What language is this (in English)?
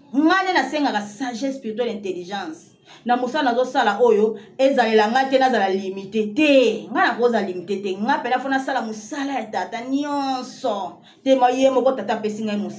Lingala